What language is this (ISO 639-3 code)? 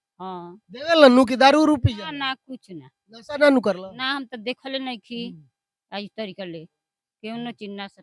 bho